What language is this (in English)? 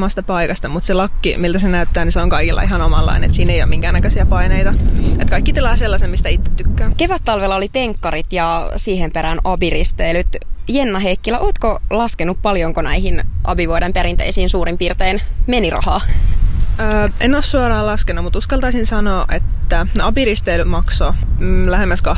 Finnish